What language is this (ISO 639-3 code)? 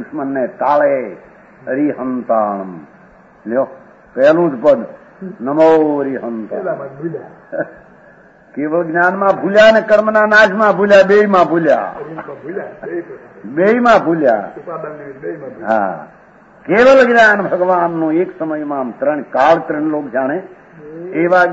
guj